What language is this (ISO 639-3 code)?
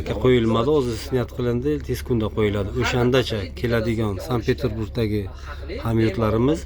uzb